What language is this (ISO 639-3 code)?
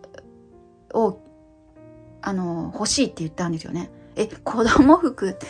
jpn